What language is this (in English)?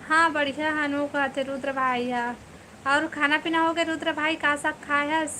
Chhattisgarhi